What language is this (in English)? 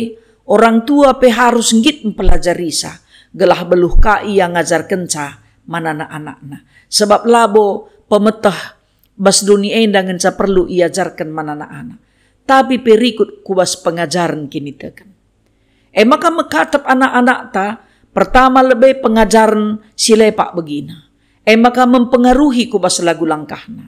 Batak Karo